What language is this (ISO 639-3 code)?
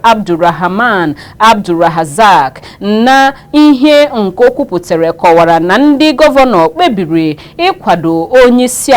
ibo